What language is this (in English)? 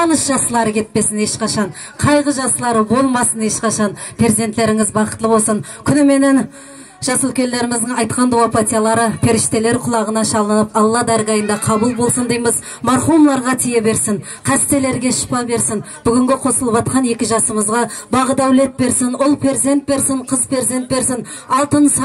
Kara-Kalpak